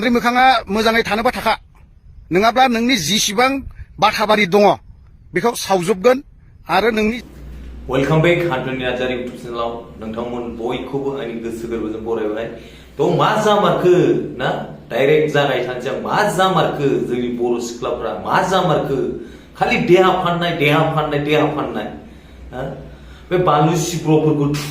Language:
Bodo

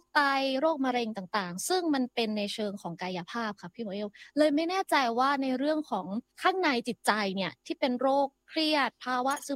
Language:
Thai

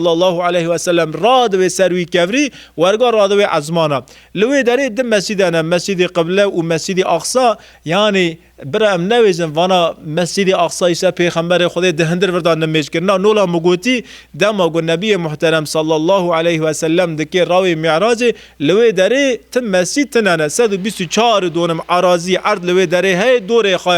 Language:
Kurdish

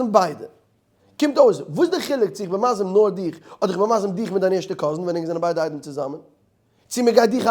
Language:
Yiddish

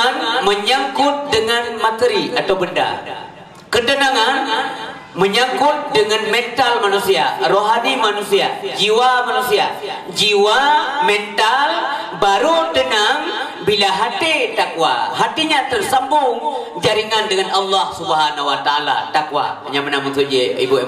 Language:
Achinese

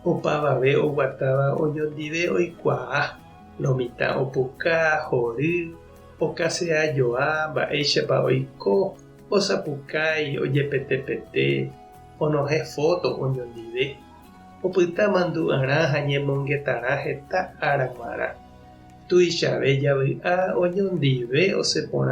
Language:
Guarani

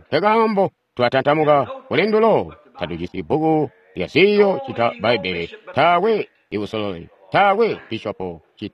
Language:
Tonga (Zambia)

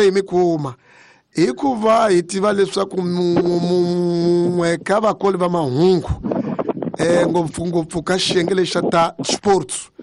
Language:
Tsonga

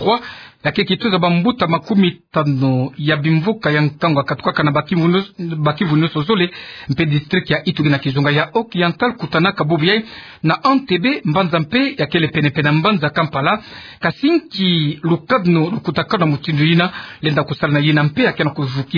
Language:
Kituba (Democratic Republic of Congo)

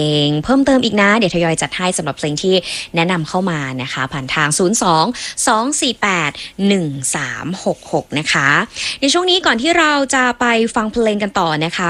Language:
Thai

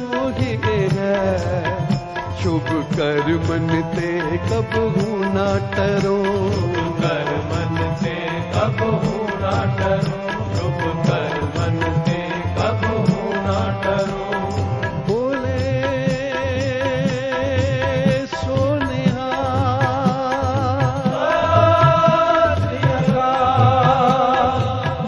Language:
Punjabi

